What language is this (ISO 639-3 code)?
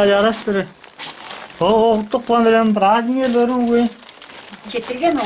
tyv